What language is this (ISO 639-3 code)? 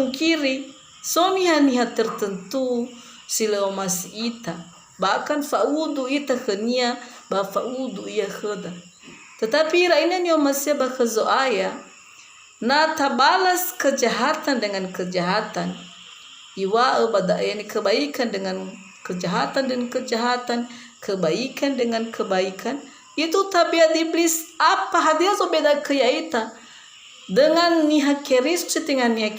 nia